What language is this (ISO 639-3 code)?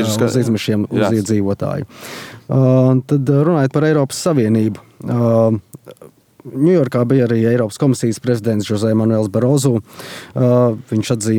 lav